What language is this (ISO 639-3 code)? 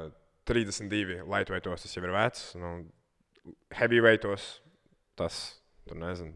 lav